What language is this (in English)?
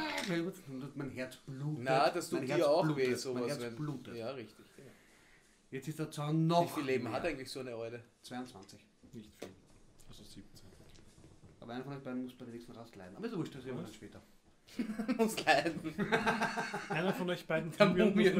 German